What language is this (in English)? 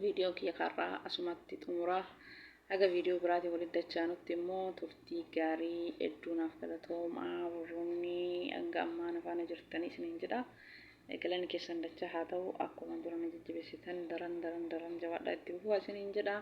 Oromo